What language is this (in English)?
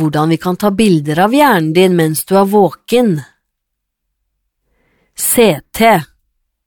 Norwegian